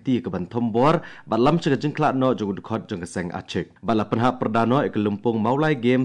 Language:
Khasi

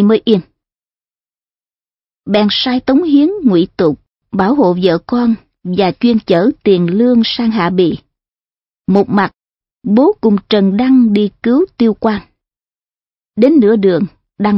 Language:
Vietnamese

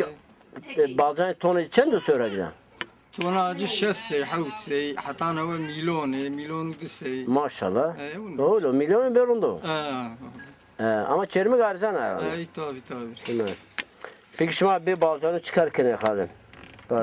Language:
Zaza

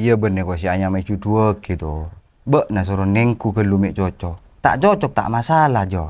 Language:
Madurese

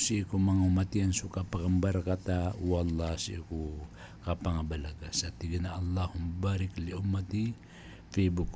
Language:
Maranao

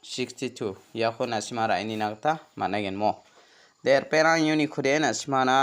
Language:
Garo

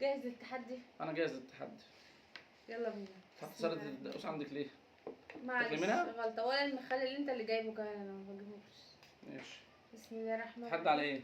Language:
Egyptian Arabic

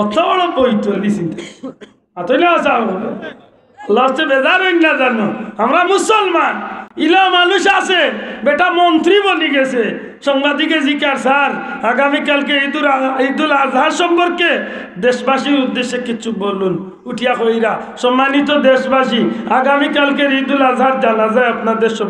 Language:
Sylheti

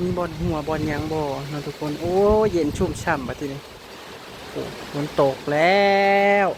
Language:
Northeastern Thai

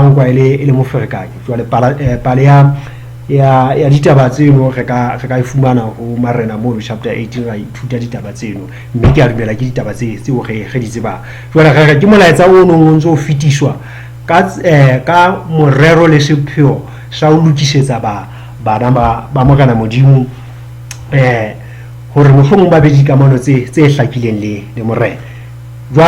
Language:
Southern Sotho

